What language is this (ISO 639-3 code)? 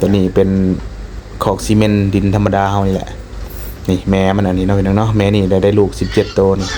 lao